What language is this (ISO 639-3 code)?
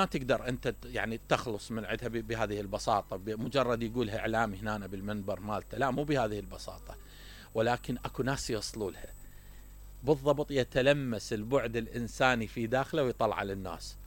acm